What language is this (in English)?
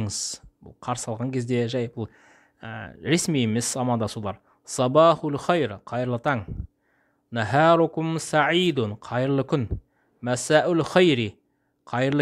Kazakh